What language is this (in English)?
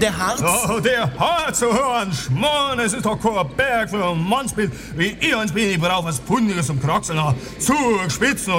German